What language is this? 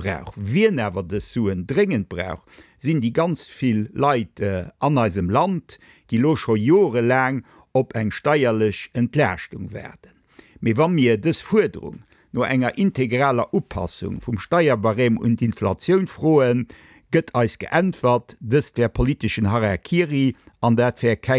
Luxembourgish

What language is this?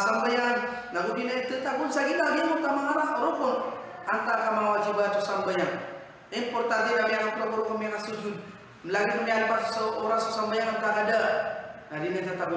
Maranao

